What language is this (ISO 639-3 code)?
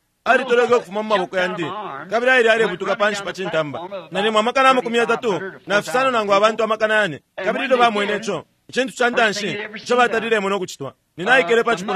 bem